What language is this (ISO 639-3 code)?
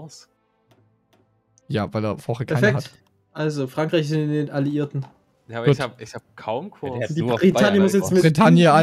deu